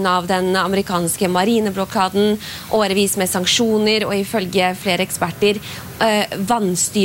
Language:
Norwegian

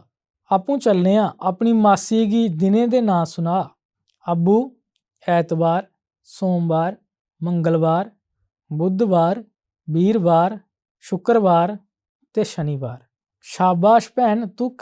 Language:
Dogri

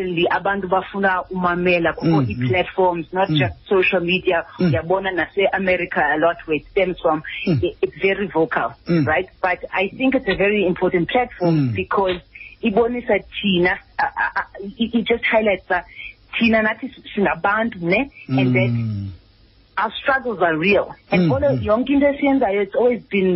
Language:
Xhosa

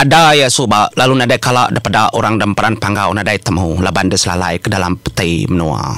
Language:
Iban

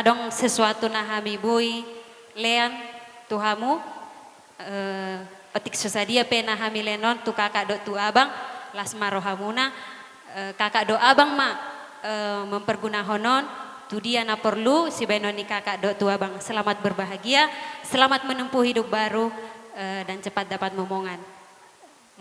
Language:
Batak Toba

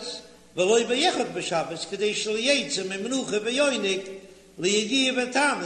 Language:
Yiddish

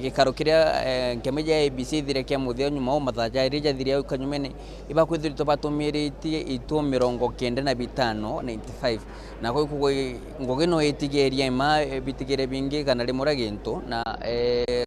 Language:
Meru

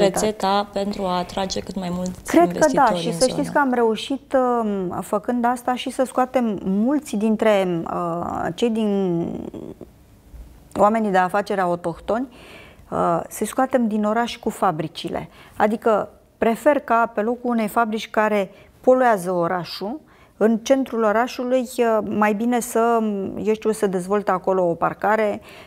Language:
Romanian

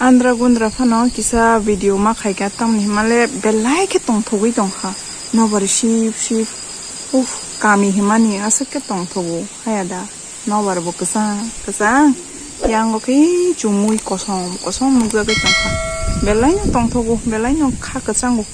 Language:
Kok Borok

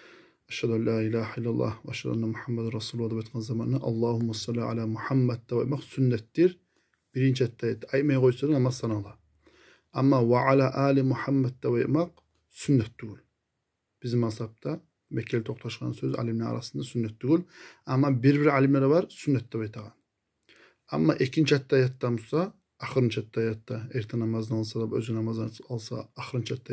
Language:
Kumyk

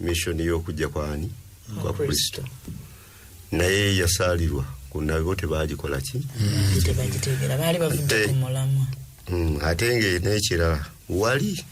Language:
Ganda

